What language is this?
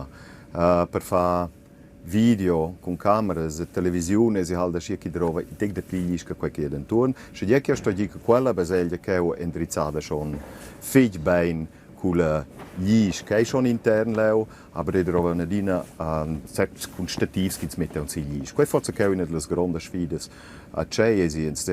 Romansh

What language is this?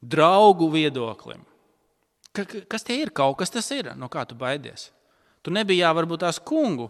Latvian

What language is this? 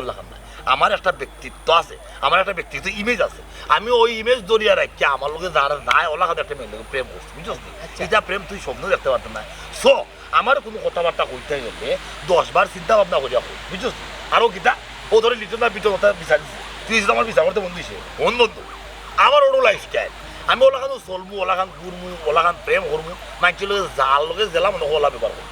Sylheti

